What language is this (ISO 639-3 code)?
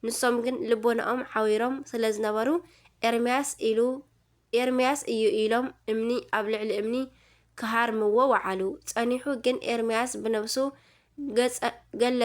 tir